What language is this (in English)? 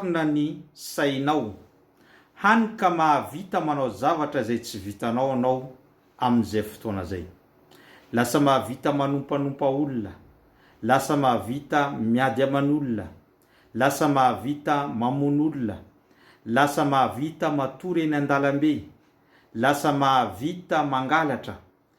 Malagasy